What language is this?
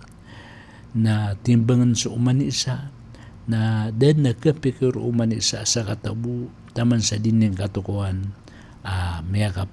Maranao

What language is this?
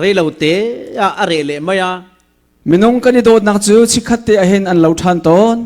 Falam Chin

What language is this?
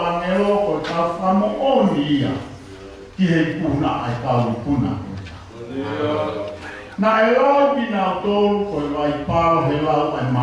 Tongan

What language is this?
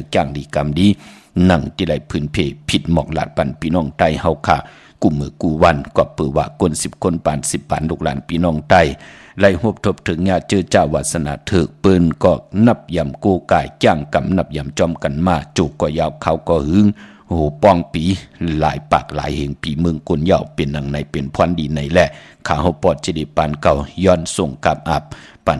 Shan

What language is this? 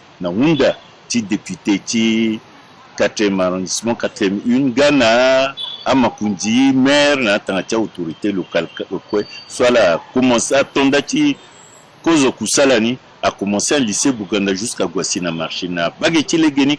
Sango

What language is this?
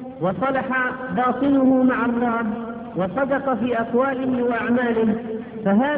Arabic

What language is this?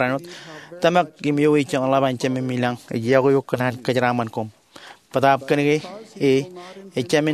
Marshallese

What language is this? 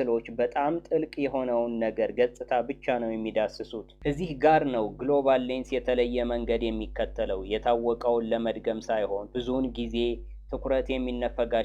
Amharic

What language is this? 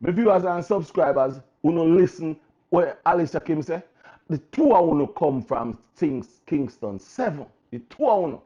Jamaican Creole English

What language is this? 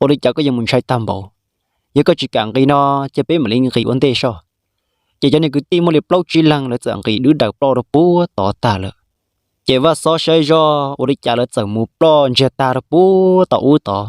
Hmong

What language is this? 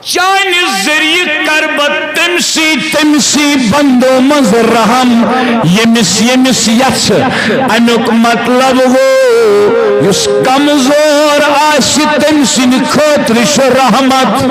Kashmiri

